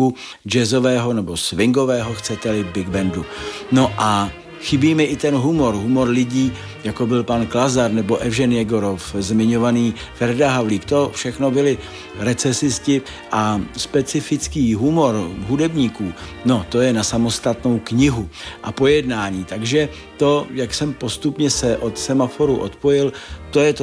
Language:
Czech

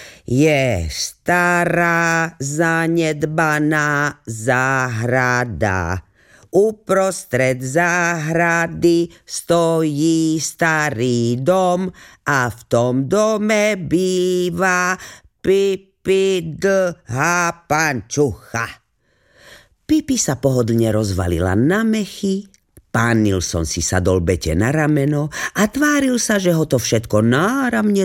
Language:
Slovak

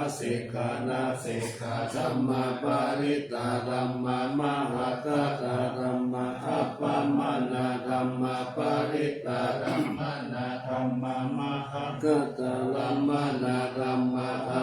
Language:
Pali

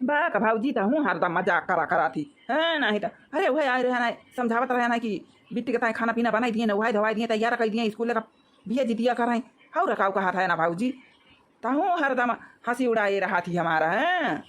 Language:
Awadhi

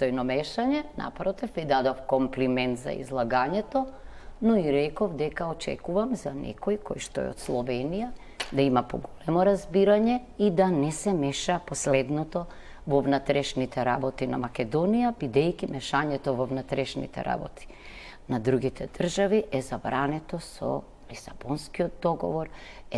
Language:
Macedonian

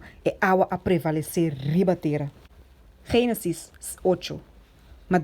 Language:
Papiamento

